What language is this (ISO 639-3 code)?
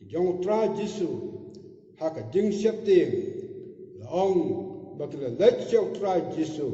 kha